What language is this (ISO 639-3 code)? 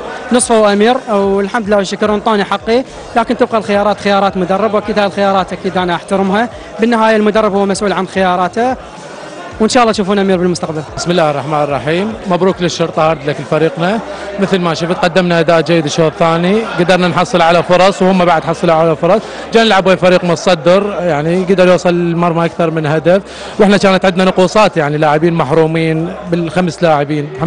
acm